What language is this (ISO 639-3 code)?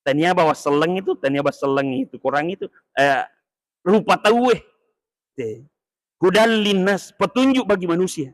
bug